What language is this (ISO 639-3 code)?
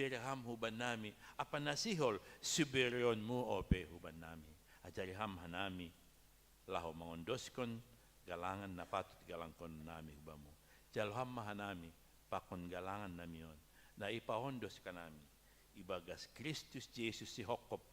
bts